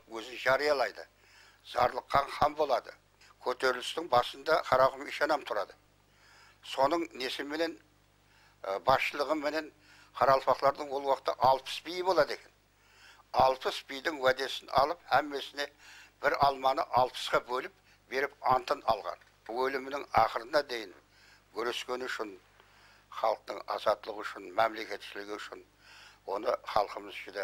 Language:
Kara-Kalpak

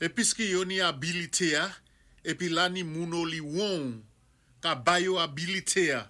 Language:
Saint Lucian Creole French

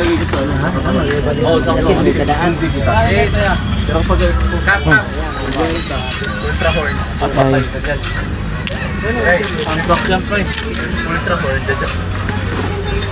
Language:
Filipino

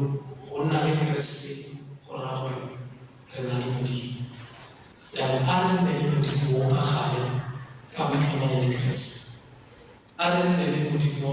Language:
Tswana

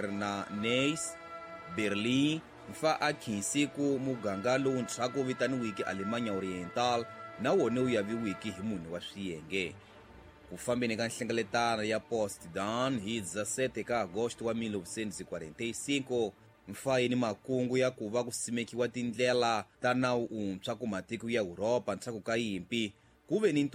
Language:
Tsonga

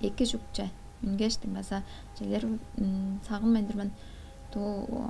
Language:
Tuvinian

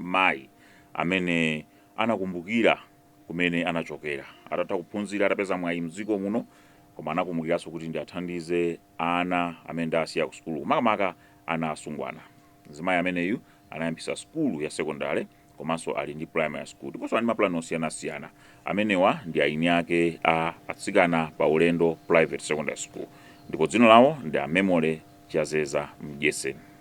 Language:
Nyanja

